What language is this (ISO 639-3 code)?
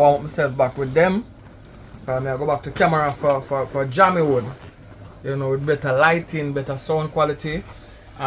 jam